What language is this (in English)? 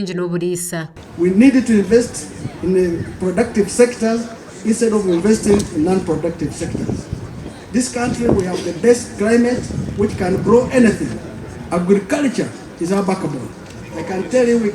Nyankole